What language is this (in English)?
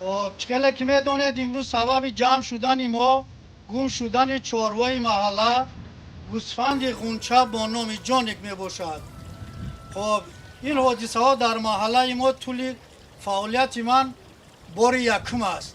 Tajik